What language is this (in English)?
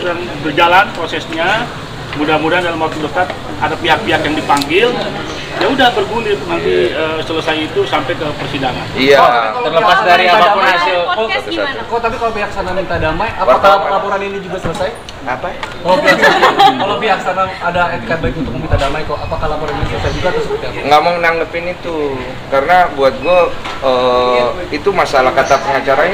Indonesian